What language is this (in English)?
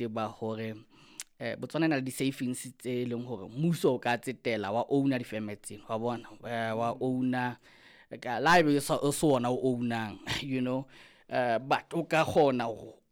Southern Sotho